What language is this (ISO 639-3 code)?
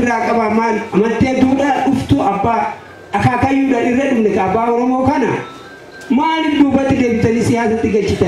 orm